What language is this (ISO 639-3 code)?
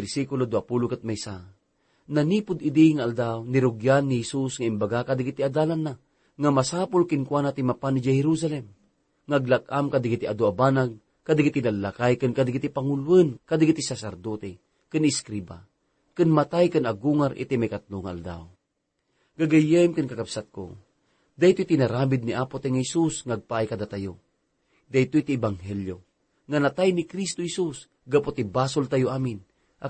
ilo